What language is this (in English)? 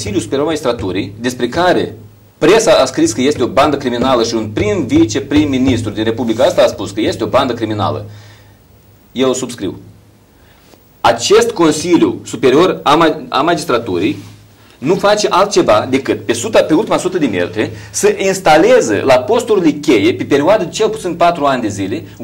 Romanian